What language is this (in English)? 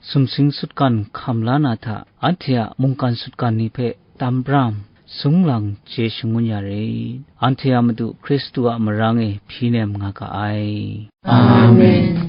Kachin